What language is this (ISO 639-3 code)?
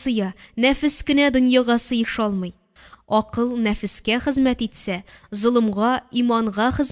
tat